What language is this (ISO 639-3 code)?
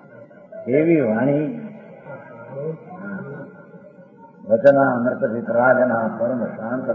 guj